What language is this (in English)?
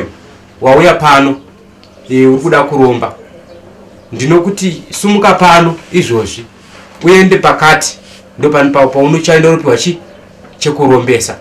Shona